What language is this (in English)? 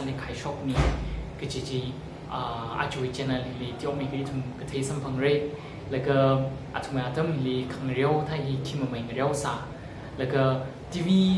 Tangkhul Naga (India)